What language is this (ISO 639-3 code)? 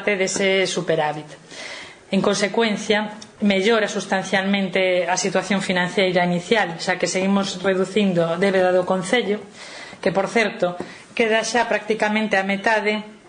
glg